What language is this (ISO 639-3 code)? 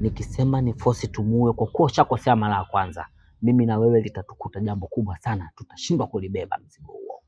swa